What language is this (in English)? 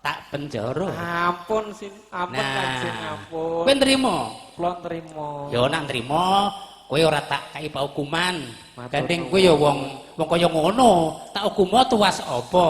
Javanese